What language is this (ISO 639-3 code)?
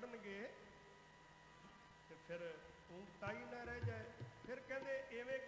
pan